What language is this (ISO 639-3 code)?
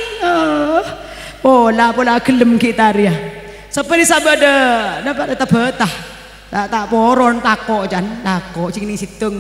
mad